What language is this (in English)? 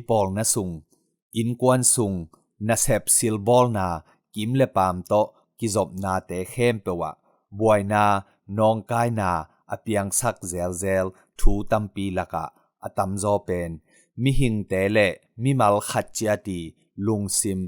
Tedim Chin